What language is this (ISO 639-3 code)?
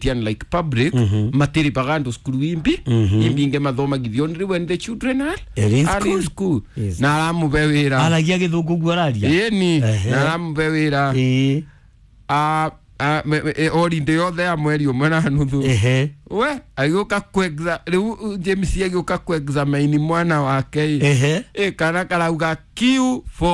kik